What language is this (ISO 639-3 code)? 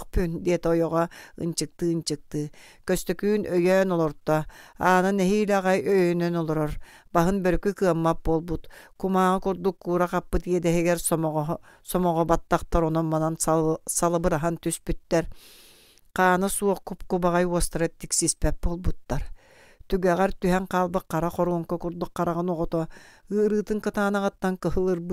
sah